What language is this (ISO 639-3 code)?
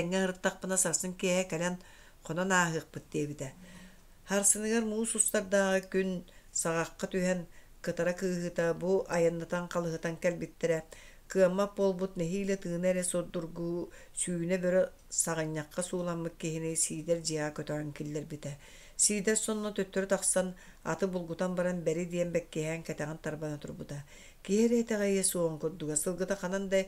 sah